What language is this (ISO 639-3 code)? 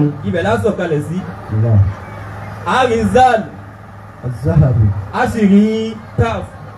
yor